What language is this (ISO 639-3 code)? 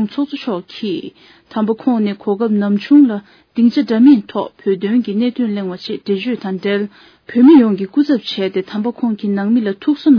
bod